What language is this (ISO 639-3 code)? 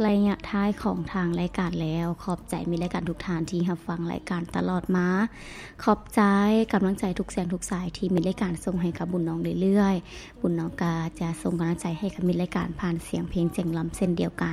lao